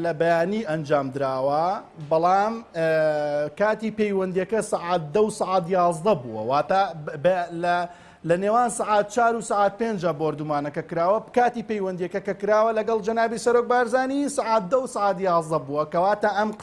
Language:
Central Kurdish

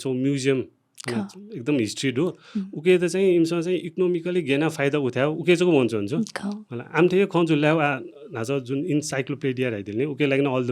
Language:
Newari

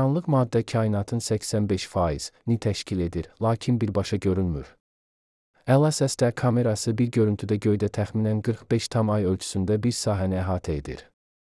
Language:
Azerbaijani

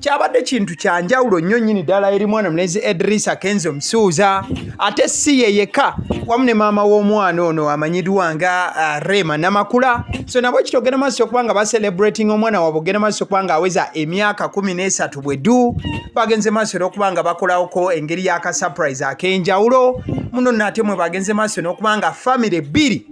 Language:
Ganda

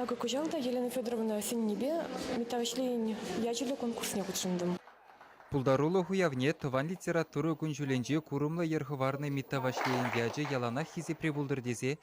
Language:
Chuvash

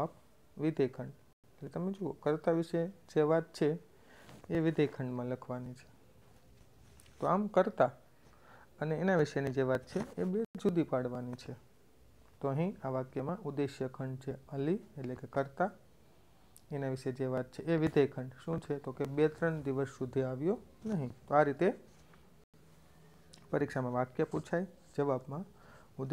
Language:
Gujarati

